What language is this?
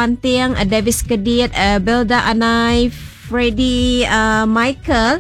Iban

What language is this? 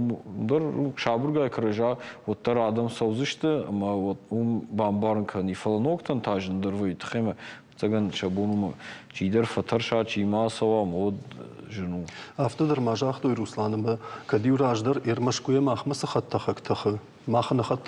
Ossetic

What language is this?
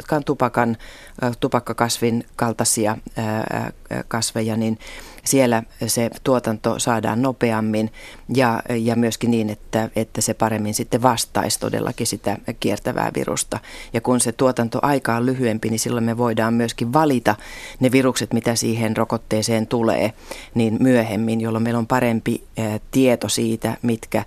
Finnish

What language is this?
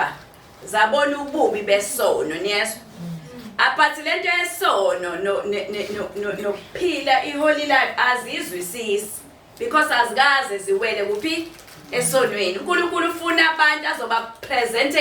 Zulu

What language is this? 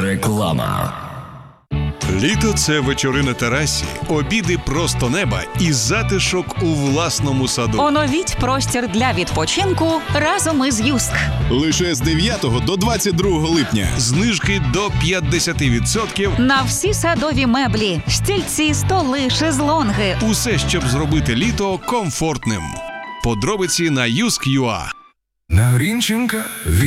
Ukrainian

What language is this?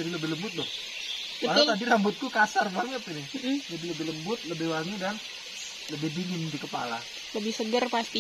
Indonesian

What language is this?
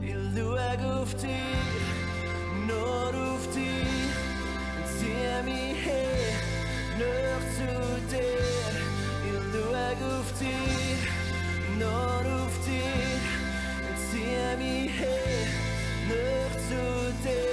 Swiss German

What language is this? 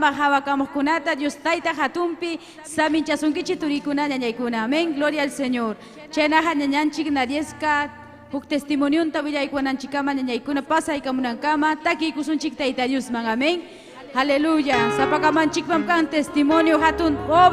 Ayacucho Quechua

